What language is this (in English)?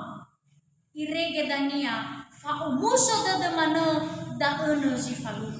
Nias